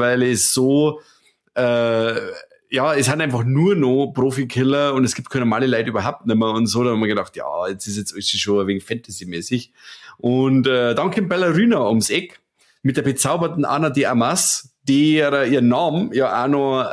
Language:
Bavarian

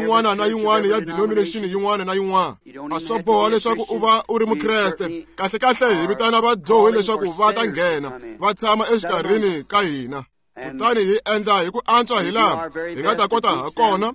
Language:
Tsonga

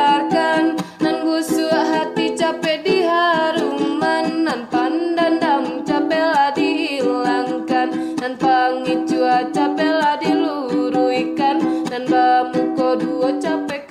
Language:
Minangkabau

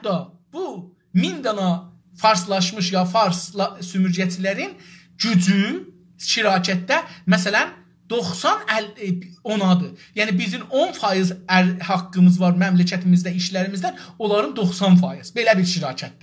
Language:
South Azerbaijani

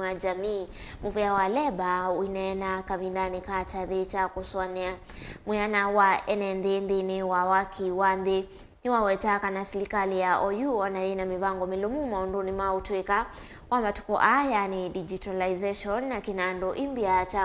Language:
Kamba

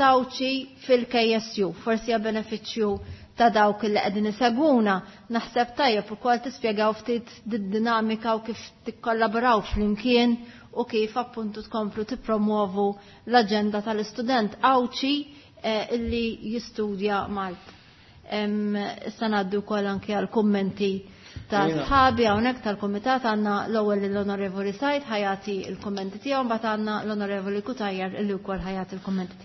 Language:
Maltese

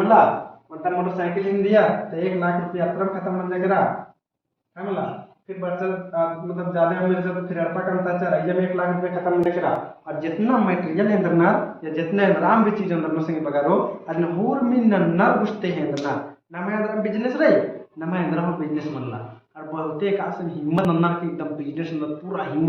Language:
Kurukh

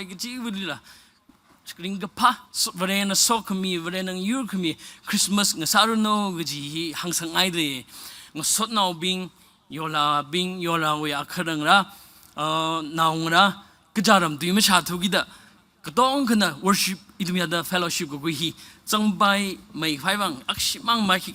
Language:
Tangkhul Naga (India)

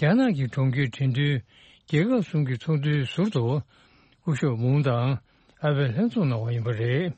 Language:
Tibetan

